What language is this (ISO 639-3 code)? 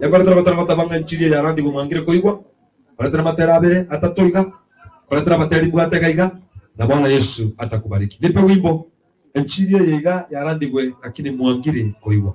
guz